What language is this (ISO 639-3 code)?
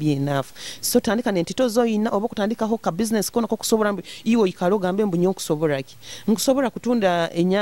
nyo